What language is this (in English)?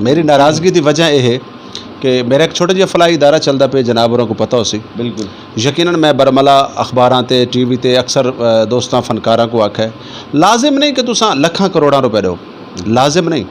Saraiki